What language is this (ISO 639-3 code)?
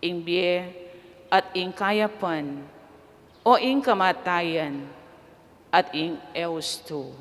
pam